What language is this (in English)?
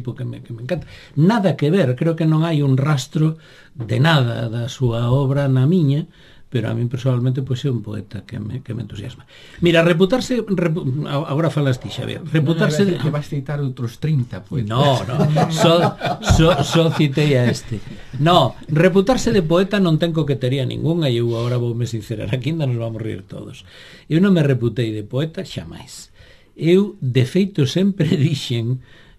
Galician